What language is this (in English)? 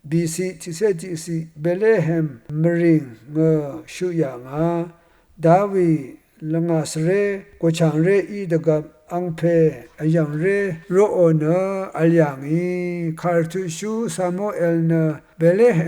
Rawang